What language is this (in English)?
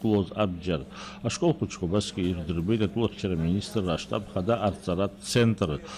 Abkhazian